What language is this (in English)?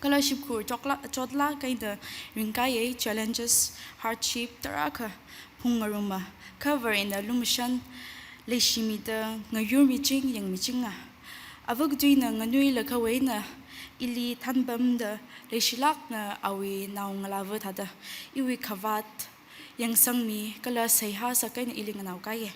Tangkhul Naga (India)